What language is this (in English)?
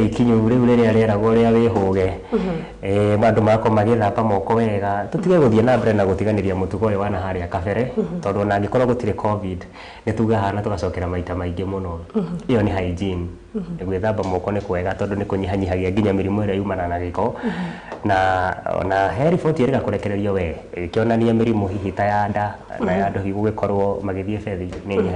Kikuyu